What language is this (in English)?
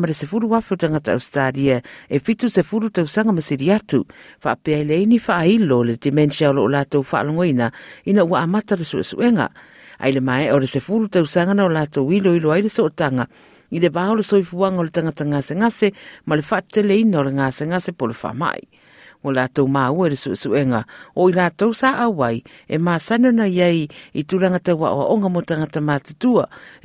Samoan